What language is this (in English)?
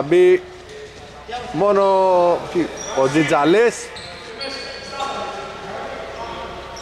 Greek